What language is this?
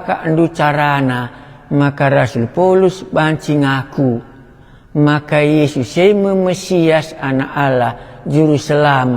Batak Karo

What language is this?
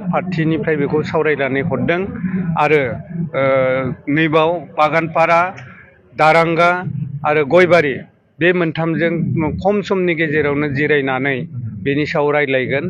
Bodo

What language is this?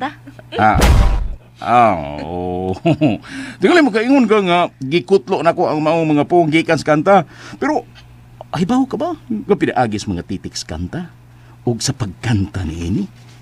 Cebuano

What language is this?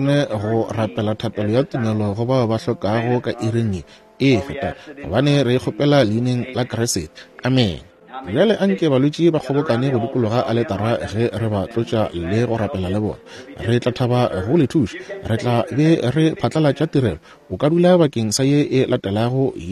Northern Sotho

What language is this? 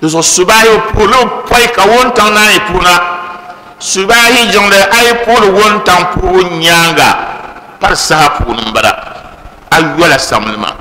Dagbani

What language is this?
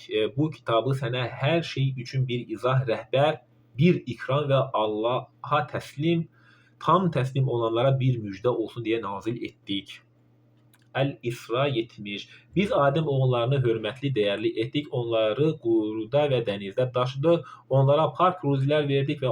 Azerbaijani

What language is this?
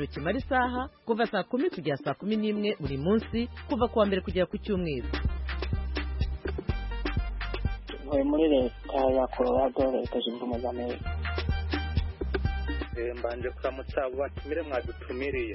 Kinyarwanda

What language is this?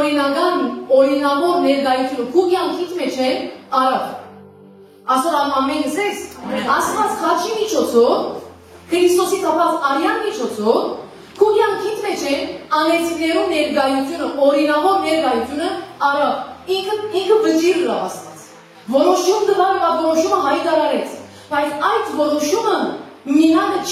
Western Armenian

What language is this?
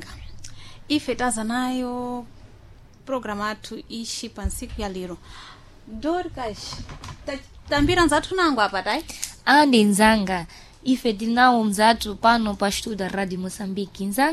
Sena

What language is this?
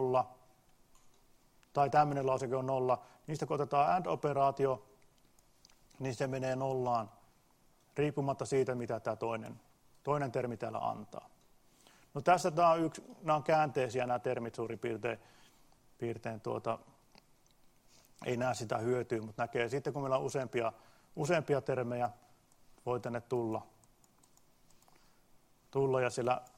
Finnish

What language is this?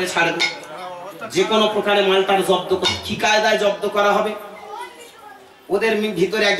Bangla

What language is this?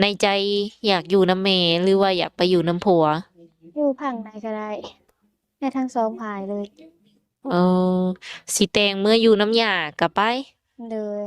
Lao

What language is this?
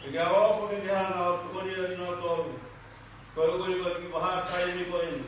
Tongan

